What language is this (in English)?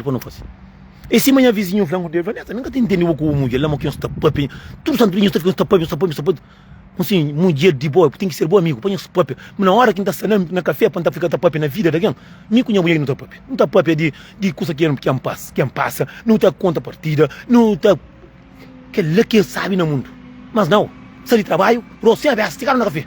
Kabuverdianu